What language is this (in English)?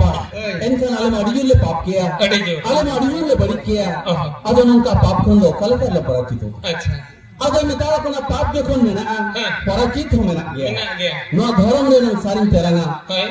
Santali